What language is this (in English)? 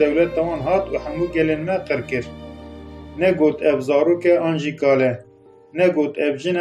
Kurdish